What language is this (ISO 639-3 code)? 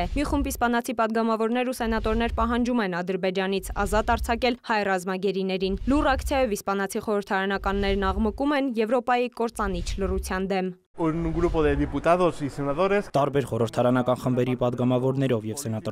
hye